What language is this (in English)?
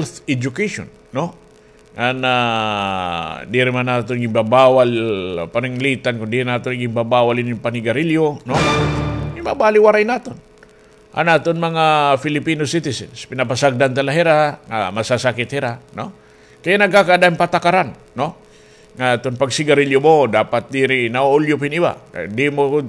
Waray